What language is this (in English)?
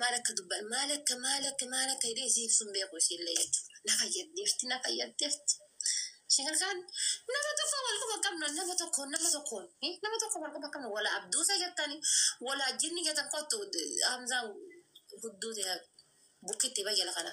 Oromo